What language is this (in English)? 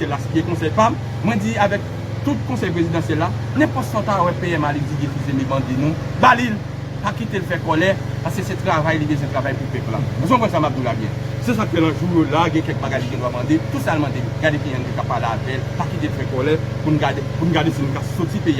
Haitian Creole